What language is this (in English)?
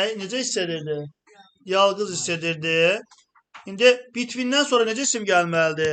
Azerbaijani